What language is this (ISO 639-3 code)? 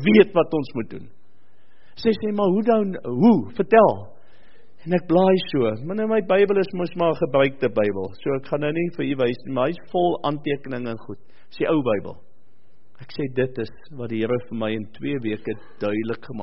afr